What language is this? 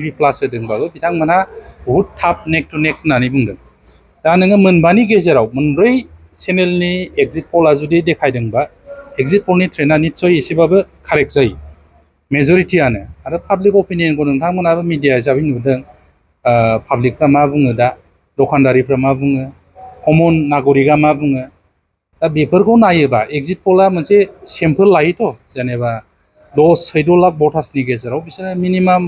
Bodo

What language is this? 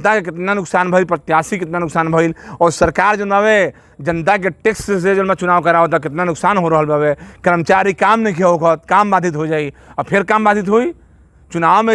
Bhojpuri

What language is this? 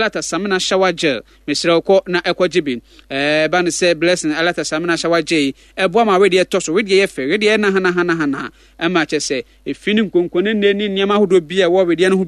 Akan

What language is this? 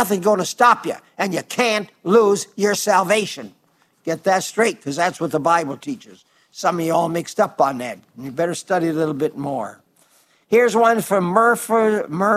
English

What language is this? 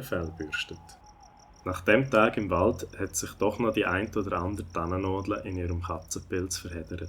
Swiss German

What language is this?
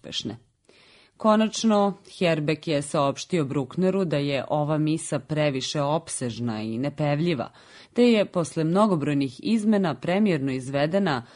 Serbian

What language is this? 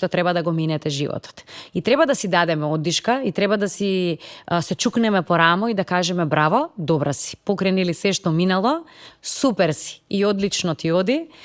Macedonian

